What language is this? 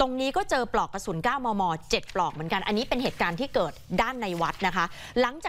Thai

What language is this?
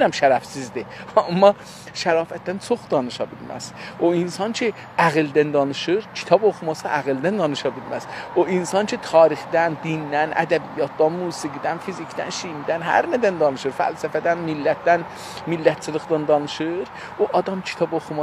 South Azerbaijani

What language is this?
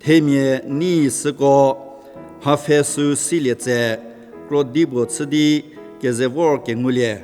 Angami Naga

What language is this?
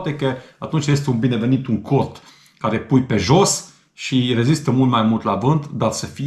Romanian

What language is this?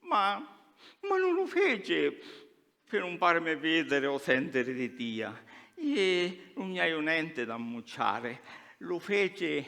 Sicilian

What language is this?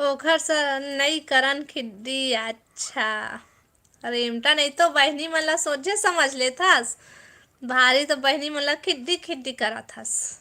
Chhattisgarhi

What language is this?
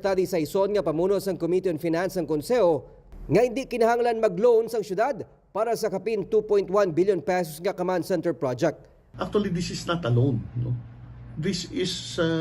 Hiligaynon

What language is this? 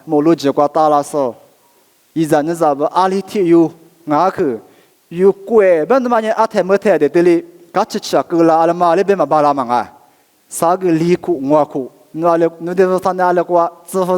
Lisu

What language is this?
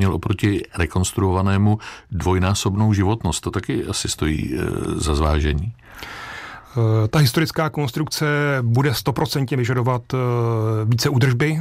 Czech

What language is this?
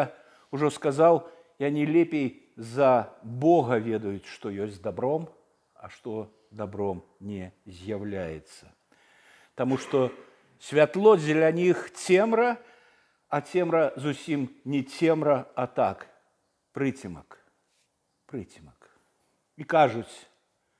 Belarusian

